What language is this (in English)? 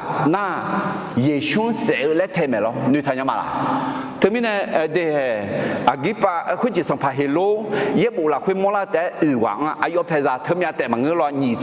Akha